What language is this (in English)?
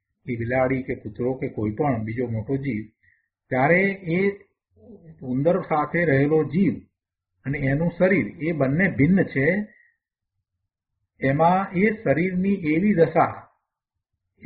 Gujarati